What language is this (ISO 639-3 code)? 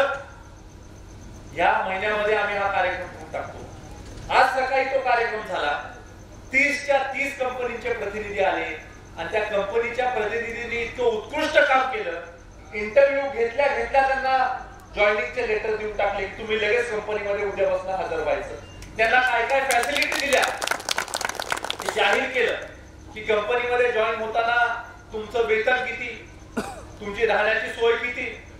mar